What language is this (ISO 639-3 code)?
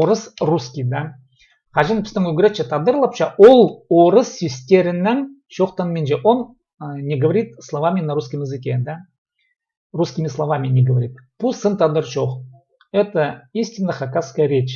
kjh